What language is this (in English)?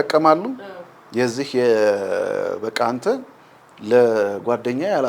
Amharic